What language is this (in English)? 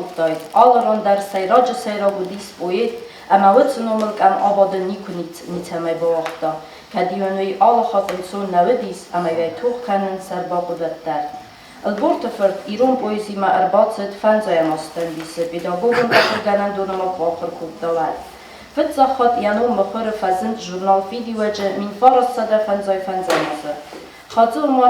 Ossetic